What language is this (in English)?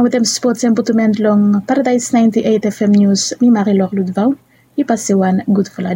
Bislama